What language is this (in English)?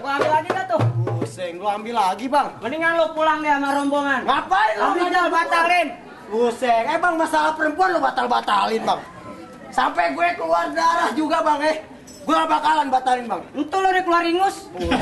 Betawi